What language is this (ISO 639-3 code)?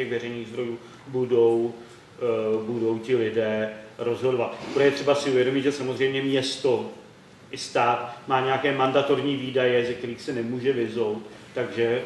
ces